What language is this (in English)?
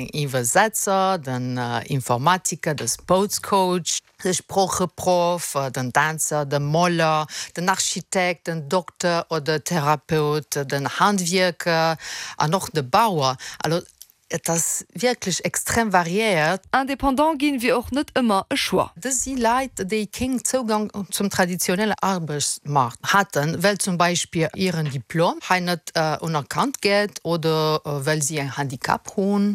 Luxembourgish